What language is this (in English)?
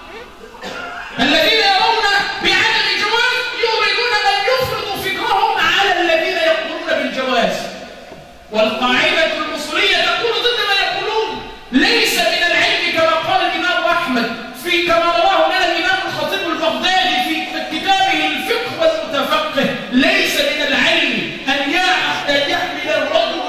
Arabic